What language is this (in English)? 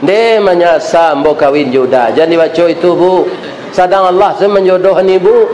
Minangkabau